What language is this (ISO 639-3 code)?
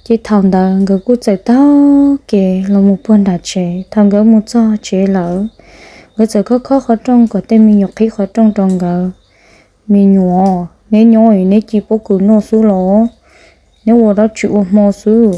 hmn